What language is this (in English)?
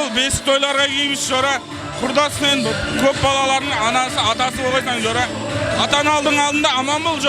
Kara-Kalpak